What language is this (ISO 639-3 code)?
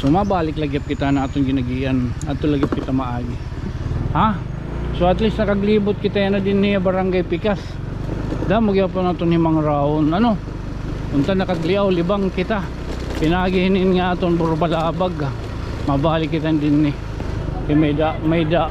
war